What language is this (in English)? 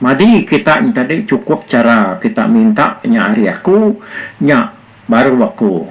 Iban